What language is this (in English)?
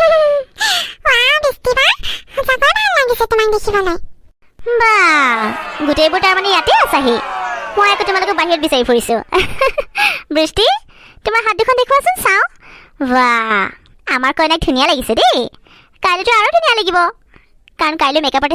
Assamese